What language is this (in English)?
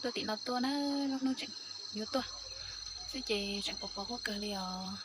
Hmong